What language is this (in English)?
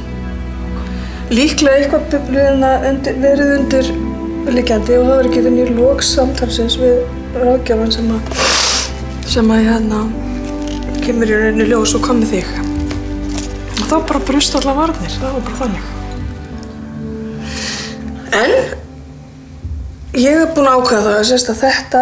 Icelandic